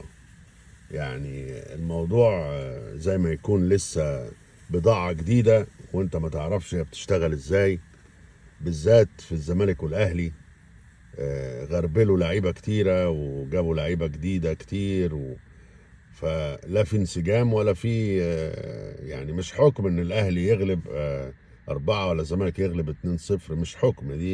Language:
Egyptian Arabic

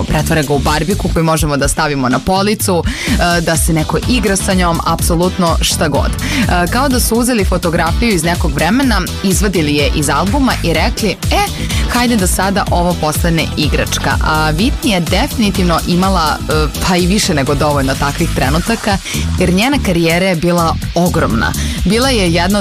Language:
Serbian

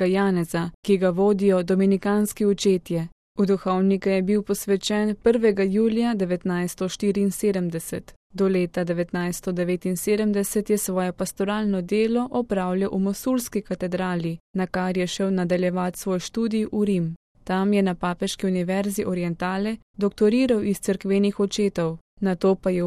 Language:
Slovenian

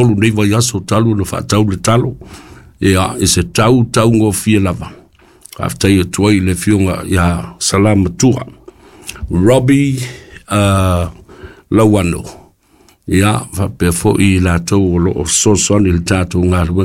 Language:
Samoan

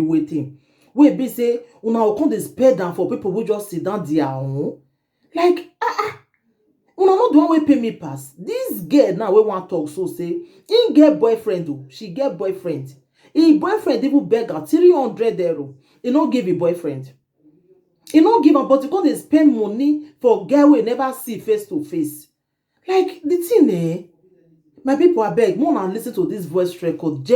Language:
Nigerian Pidgin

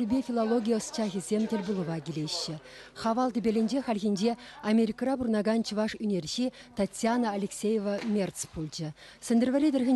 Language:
Chuvash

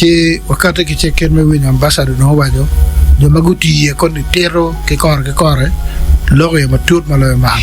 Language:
Acoli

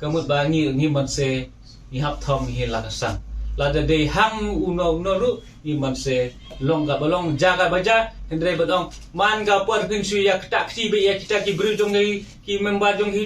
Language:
Khasi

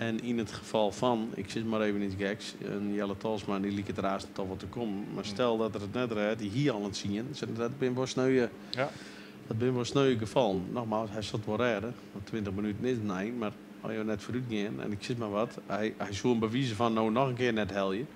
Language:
Western Frisian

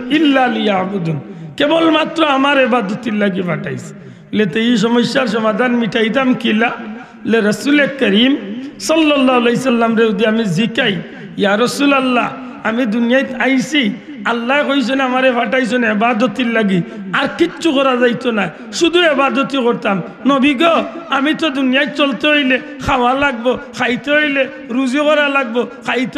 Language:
Sylheti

